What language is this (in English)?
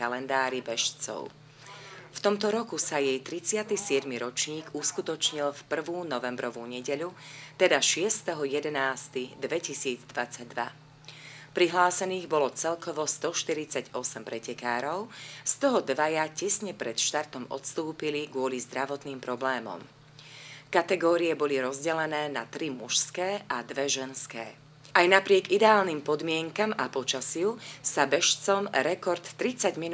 Slovak